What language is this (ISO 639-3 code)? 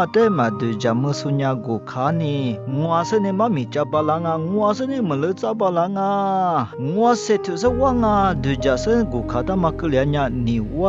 lis